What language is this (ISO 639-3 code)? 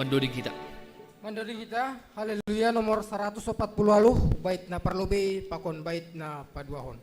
bts